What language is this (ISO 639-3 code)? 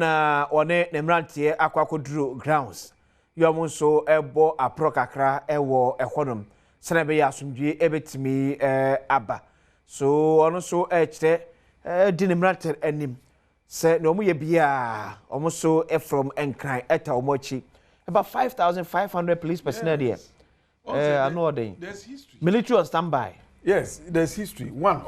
aka